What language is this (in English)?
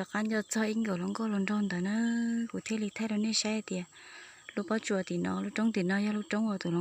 Hmong